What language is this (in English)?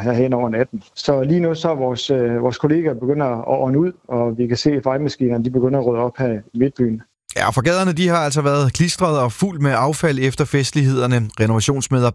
Danish